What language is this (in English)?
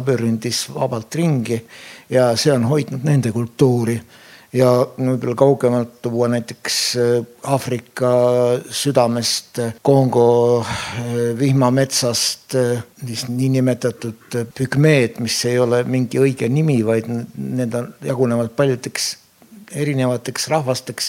Estonian